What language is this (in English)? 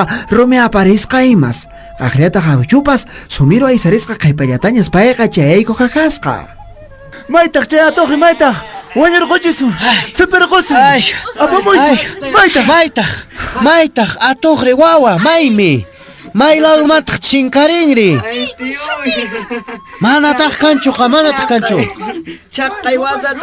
Quechua